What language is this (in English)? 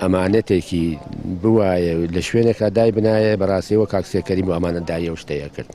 Central Kurdish